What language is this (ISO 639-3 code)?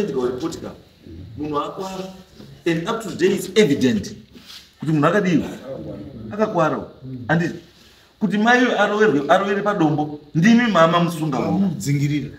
sna